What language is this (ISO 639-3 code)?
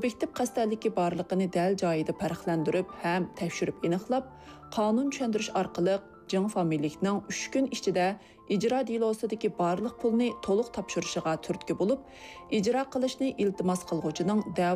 uig